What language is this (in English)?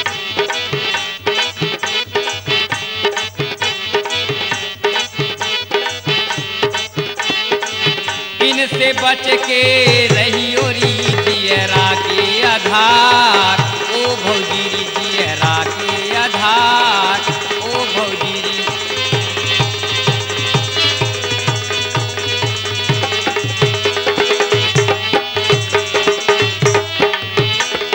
Bhojpuri